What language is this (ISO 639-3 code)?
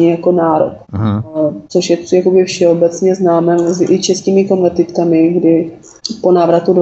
ces